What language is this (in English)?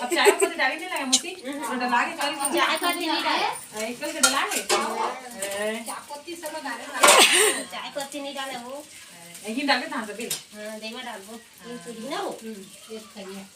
Chhattisgarhi